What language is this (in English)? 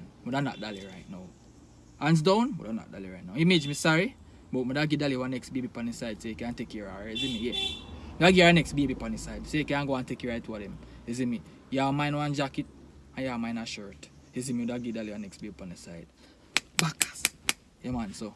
Jamaican Creole English